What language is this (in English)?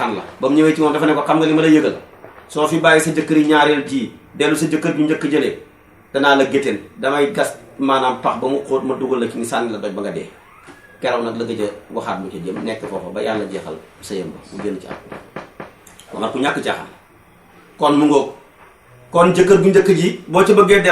Wolof